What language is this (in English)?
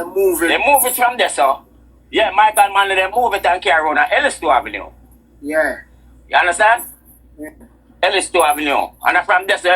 Jamaican Creole English